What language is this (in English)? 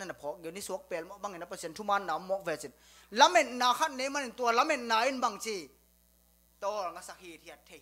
Tedim Chin